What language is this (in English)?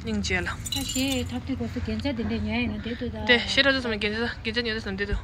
Tibetan